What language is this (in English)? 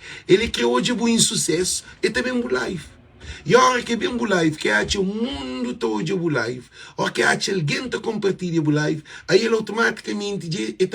Kabuverdianu